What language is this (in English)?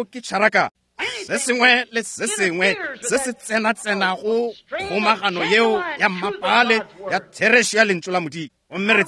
Northern Sotho